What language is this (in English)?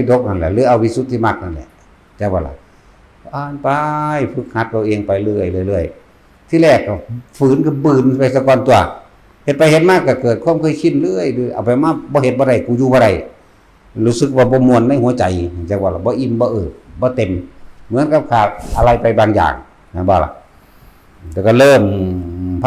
Northeastern Thai